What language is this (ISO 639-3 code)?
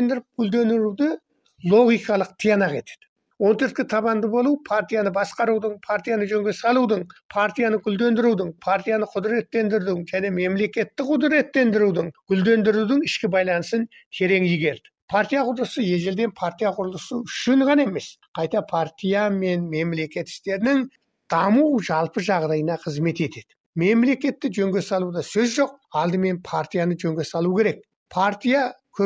kaz